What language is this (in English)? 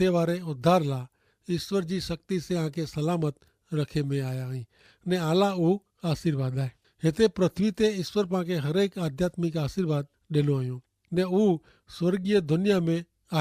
Kachhi